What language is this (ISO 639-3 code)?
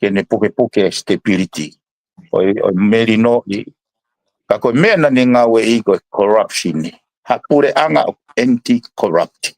ton